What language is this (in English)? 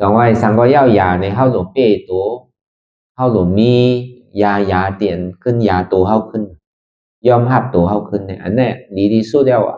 Shan